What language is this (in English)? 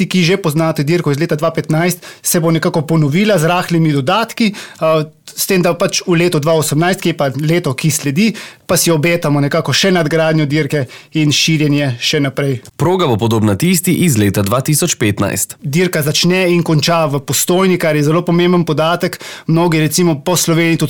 Slovenian